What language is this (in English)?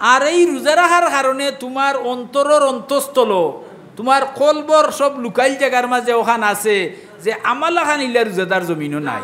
Sylheti